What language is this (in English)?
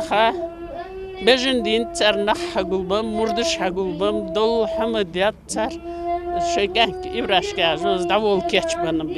Ingush